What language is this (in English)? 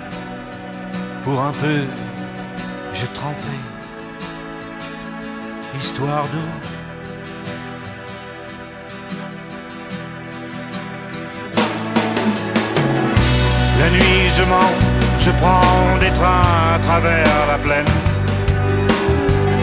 French